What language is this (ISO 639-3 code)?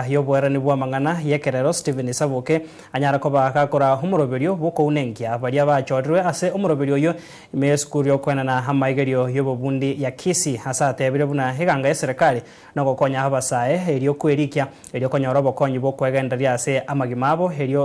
guz